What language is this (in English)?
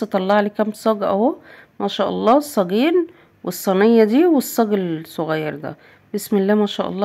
Egyptian Arabic